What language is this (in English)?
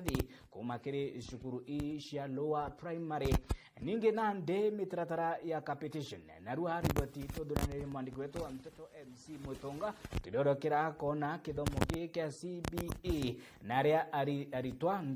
Meru